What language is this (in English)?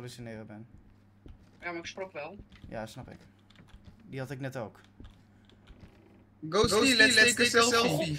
Dutch